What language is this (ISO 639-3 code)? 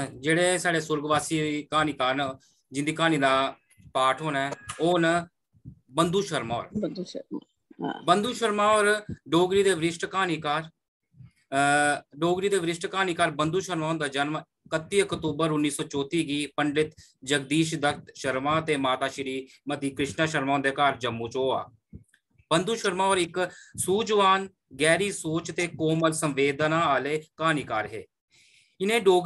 doi